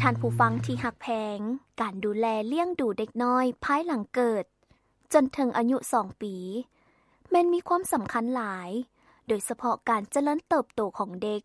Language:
Lao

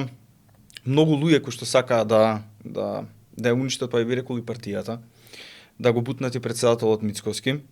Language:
Macedonian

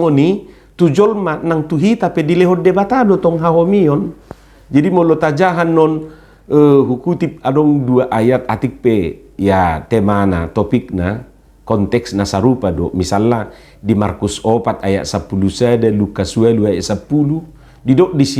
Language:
Batak Toba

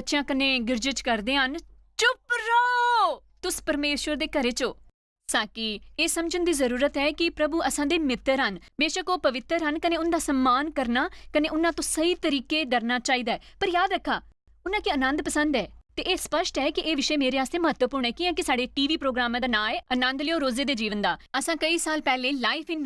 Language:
Dogri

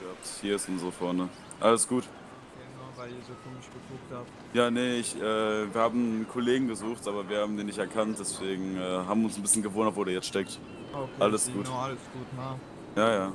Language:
Swiss German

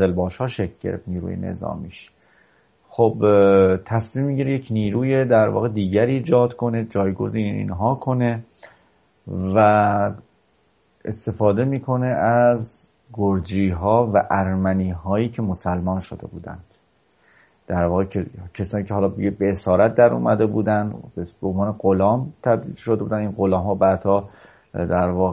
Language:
Persian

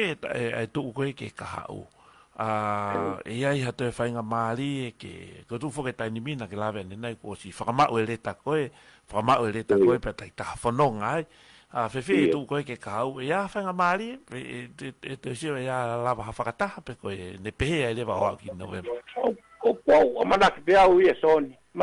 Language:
Tongan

